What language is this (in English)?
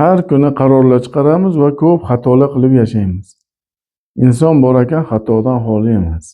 Uzbek